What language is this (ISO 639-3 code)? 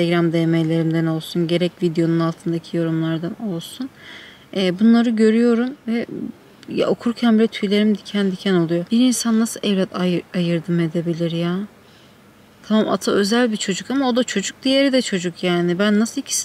tur